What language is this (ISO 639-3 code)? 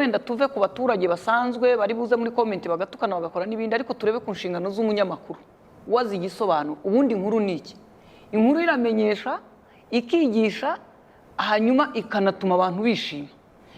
kin